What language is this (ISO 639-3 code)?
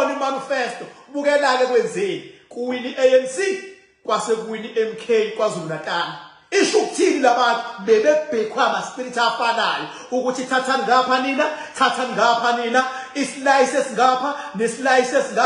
zul